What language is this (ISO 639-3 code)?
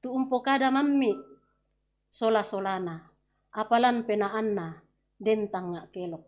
sda